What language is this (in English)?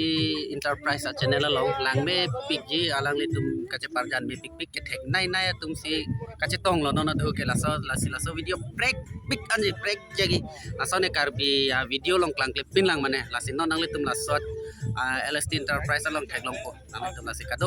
Karbi